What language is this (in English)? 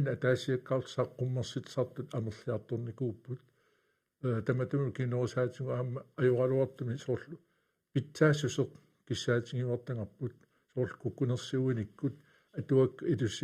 Kalaallisut